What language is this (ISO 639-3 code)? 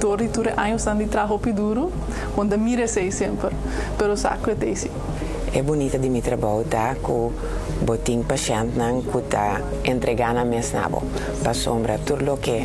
pap